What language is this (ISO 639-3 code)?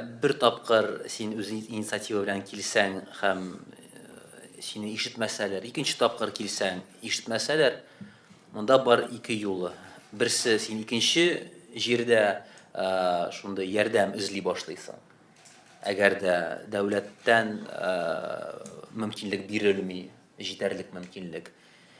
tat